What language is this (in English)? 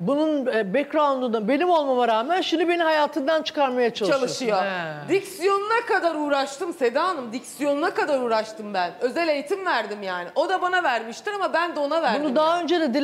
Turkish